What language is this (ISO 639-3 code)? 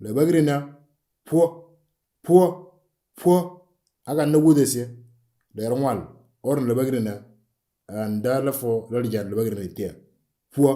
mor